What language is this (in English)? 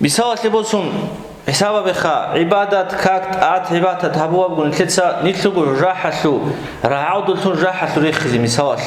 Avaric